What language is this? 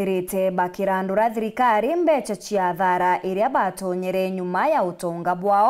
Meru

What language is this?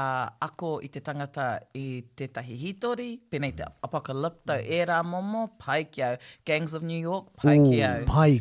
Māori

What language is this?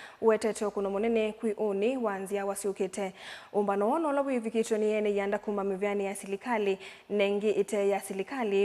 Kamba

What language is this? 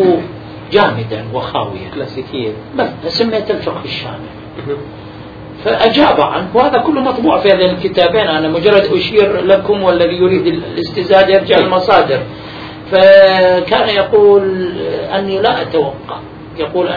Arabic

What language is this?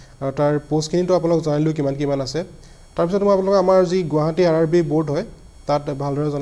Assamese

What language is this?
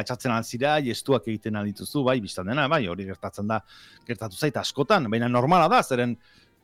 Basque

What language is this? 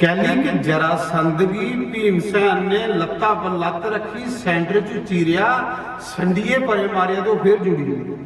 Dogri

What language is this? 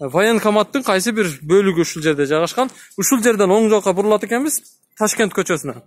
Kyrgyz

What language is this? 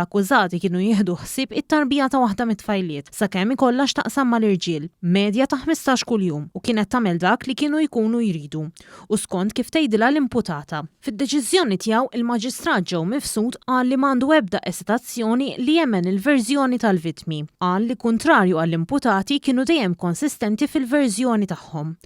Maltese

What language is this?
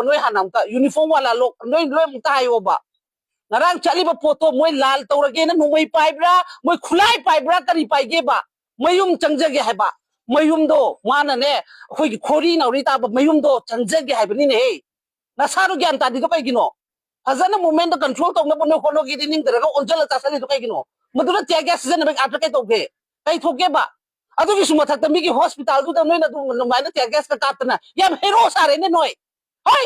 Manipuri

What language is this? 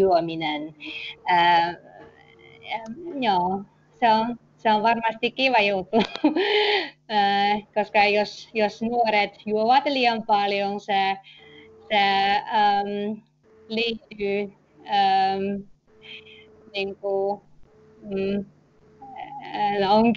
Finnish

